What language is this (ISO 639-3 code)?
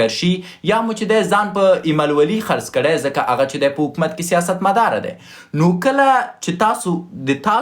pus